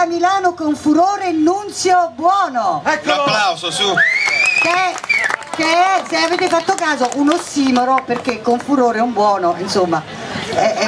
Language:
Italian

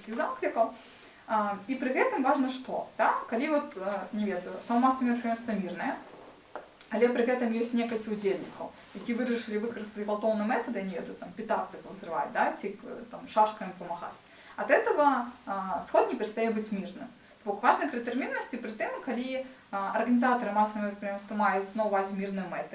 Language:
Belarusian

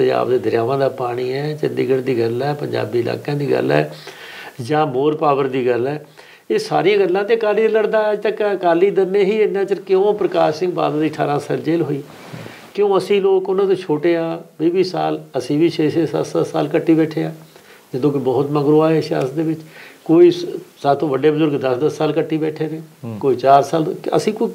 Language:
Punjabi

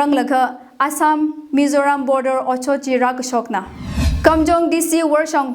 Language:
Tangkhul Naga (India)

